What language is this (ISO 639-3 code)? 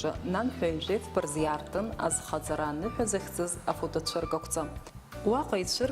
abk